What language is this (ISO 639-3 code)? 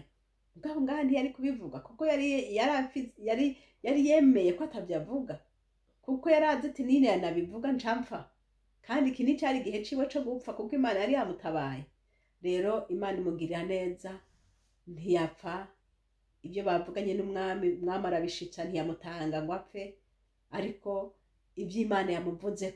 run